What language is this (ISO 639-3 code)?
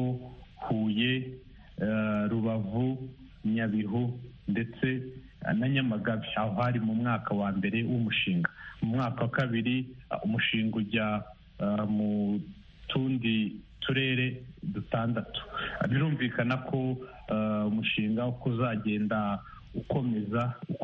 kin